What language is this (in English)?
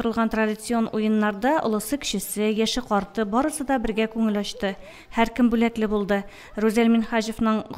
Tatar